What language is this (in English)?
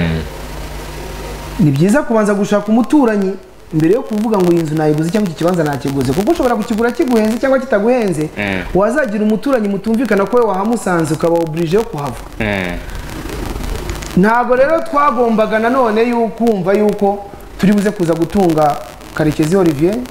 Kinyarwanda